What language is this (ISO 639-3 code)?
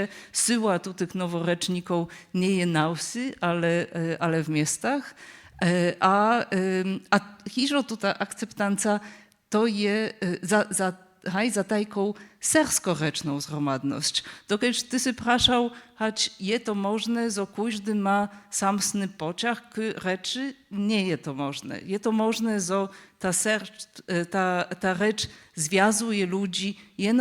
hsb